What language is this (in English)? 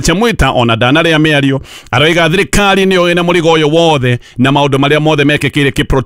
Kikuyu